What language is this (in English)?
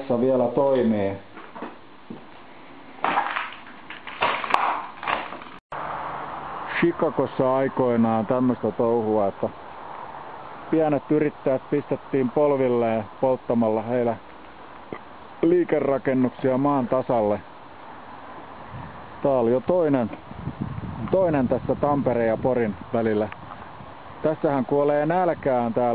Finnish